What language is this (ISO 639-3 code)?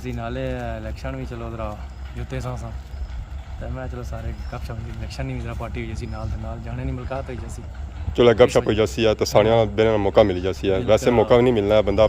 phr